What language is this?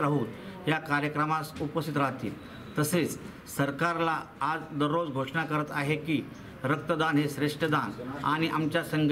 Marathi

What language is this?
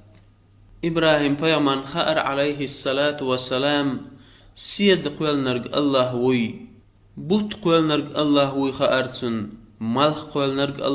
Chechen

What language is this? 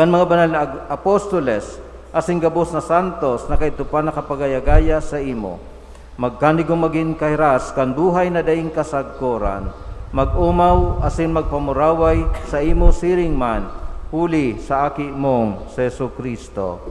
Bikol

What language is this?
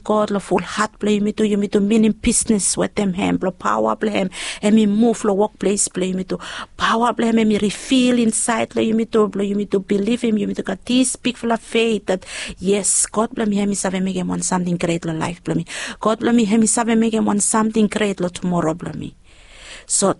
Bislama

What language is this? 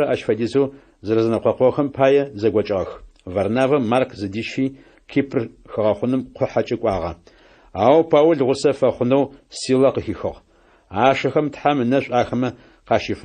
Adyghe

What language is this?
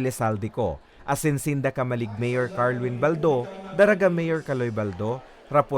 Bikol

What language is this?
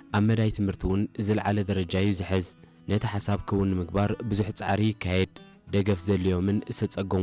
Tigrinya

